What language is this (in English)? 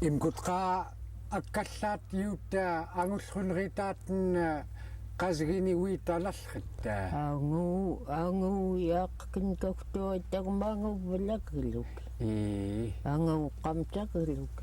Central Yupik